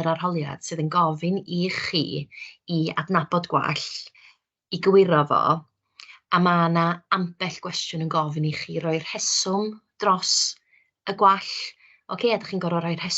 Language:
Welsh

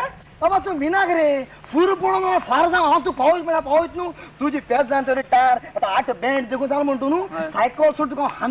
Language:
Konkani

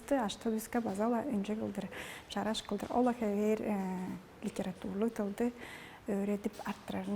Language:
Tuvinian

